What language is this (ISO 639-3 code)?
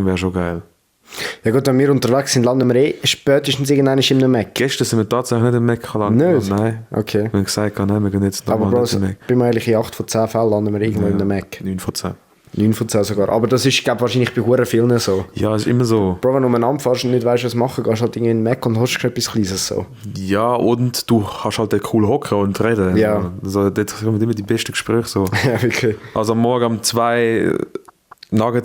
gsw